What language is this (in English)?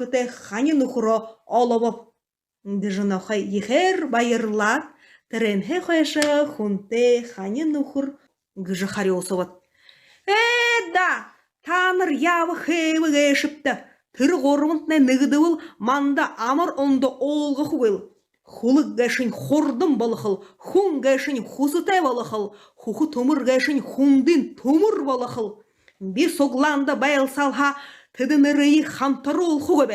Buriat